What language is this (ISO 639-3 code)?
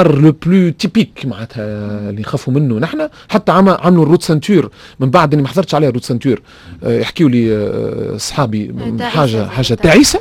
aeb